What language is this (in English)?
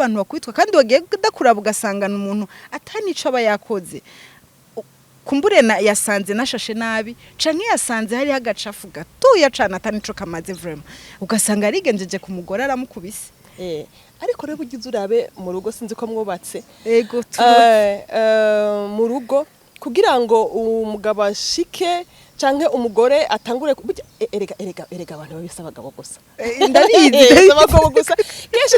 Rundi